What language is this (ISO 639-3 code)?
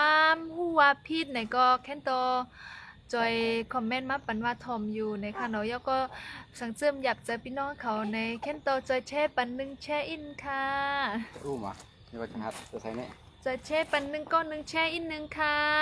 shn